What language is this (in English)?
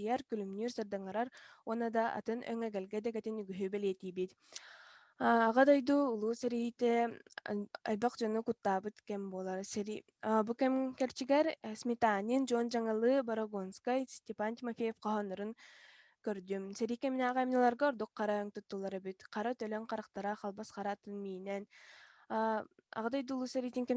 Yakut